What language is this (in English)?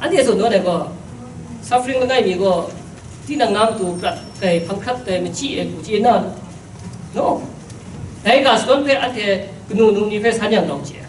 Kachin